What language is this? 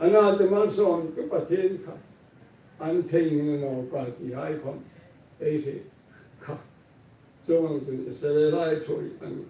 Hmar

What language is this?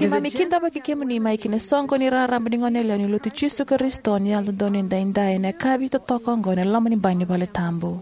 Fijian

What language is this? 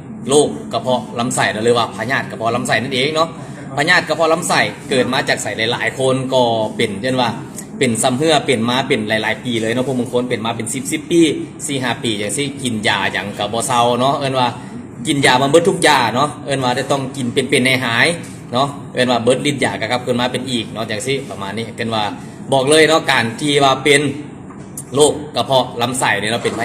Lao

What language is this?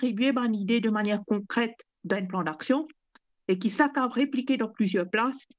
Morisyen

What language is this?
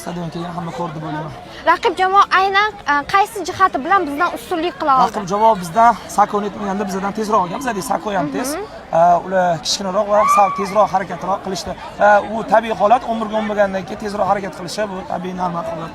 Uzbek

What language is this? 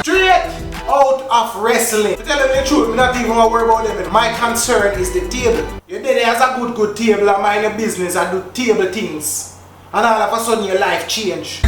Jamaican Creole English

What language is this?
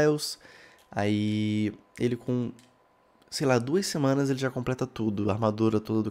Portuguese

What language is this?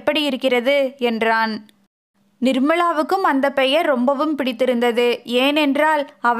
Tamil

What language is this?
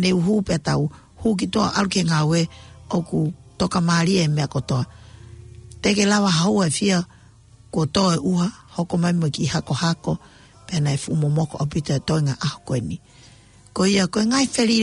Tongan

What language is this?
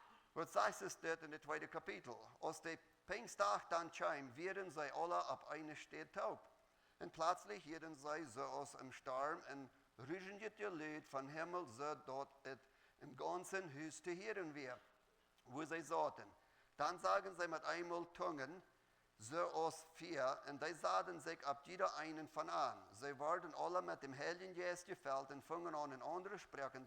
Plautdietsch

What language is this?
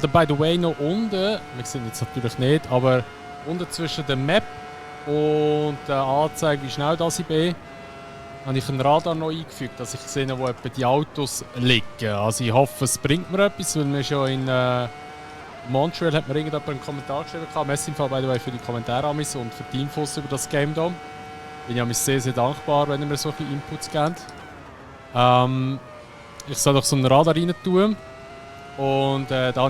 Swiss German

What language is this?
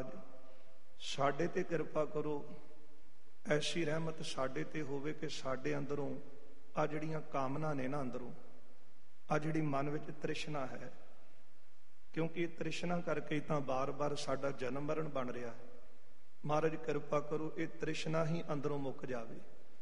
Punjabi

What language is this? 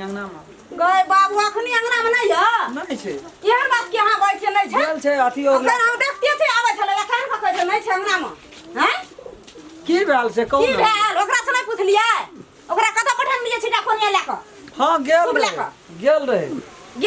Maithili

